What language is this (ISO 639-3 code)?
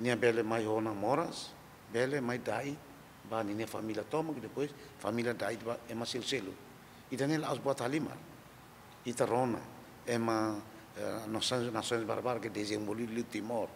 tet